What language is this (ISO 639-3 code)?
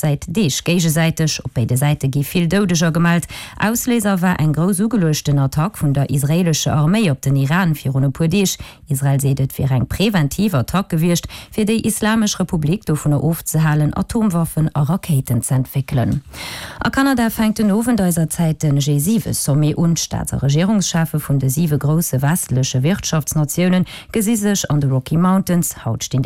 ltz